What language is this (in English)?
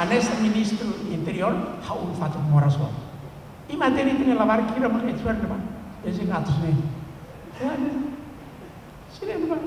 Tetum